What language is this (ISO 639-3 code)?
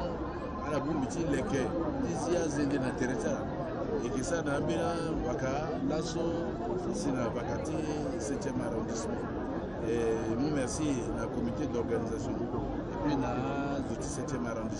sag